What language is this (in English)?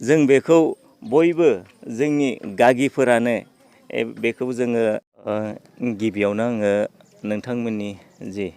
Bodo